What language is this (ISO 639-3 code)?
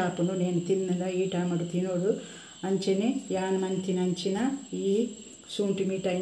tcy